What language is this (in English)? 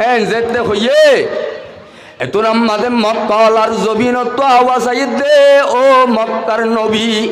Rohingya